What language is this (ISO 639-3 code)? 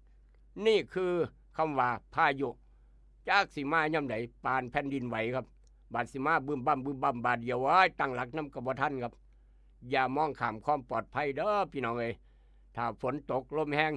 tts